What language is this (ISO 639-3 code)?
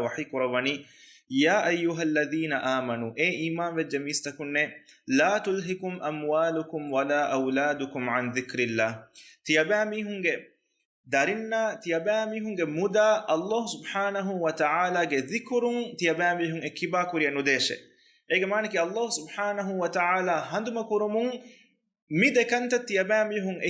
div